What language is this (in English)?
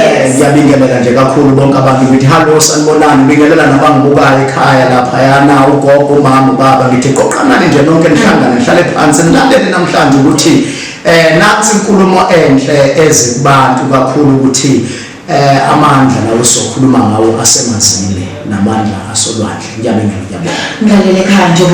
Zulu